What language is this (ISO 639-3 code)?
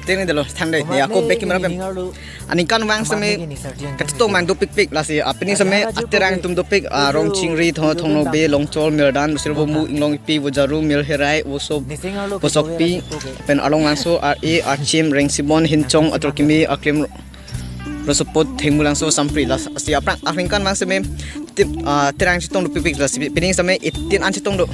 mjw